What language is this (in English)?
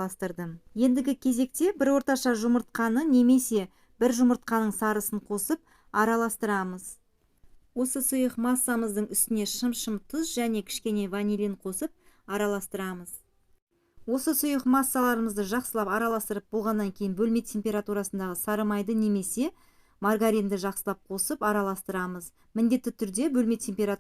Kazakh